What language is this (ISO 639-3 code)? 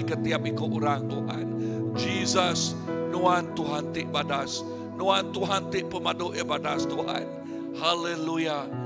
iba